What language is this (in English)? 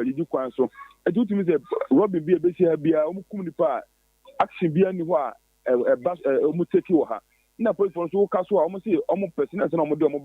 Akan